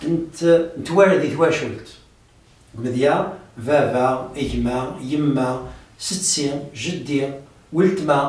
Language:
Kabyle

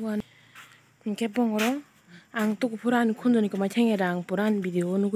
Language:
Kok Borok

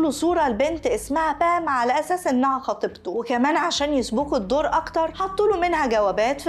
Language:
Egyptian Arabic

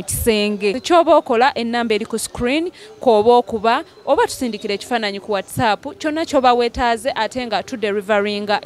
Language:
Ganda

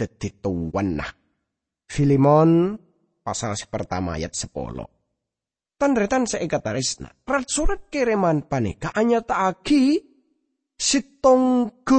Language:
Madurese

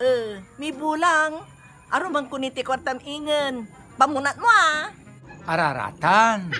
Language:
Pangasinan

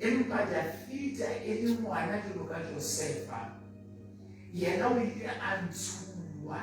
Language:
Southern Sotho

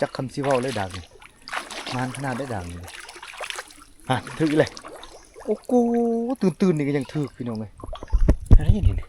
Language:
Lao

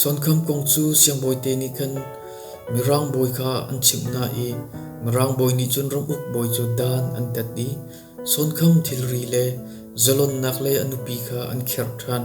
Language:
Hakha Chin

